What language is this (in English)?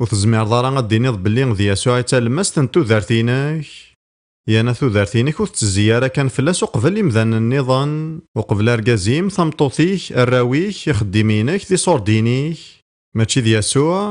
Kabyle